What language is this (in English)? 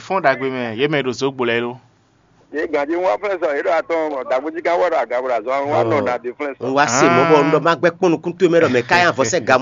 Fon